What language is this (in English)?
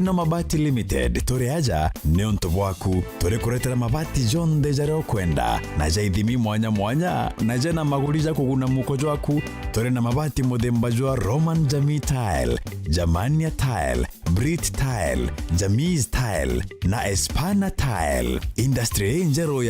Meru